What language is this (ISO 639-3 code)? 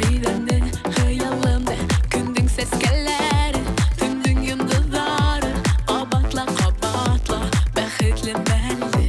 bak